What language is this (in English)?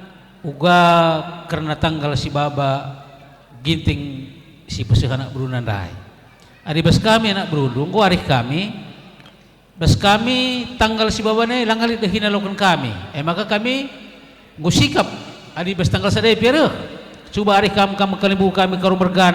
Batak Karo